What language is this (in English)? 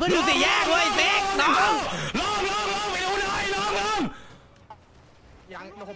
Thai